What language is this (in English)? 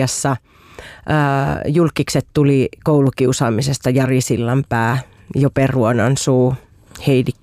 Finnish